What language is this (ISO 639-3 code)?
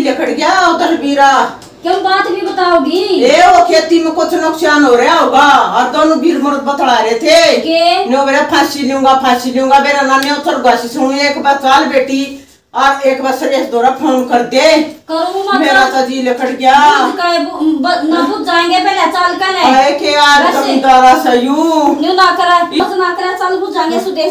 bgc